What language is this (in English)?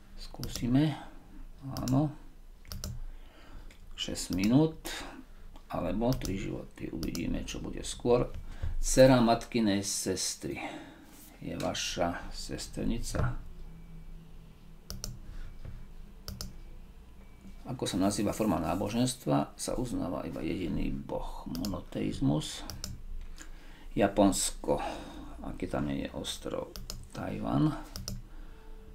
Slovak